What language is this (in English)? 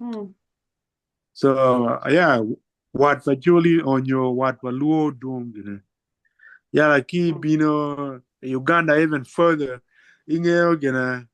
Acoli